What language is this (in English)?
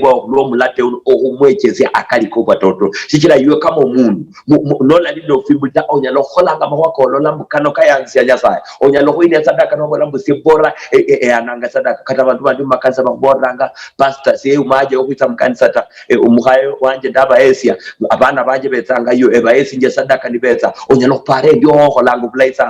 Luyia